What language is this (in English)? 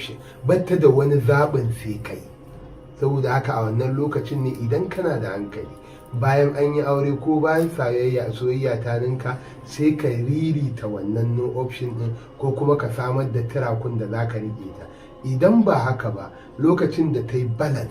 Hausa